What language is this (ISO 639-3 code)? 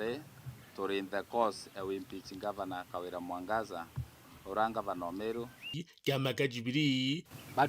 mer